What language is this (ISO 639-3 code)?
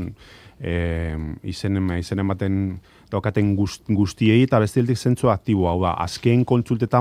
eus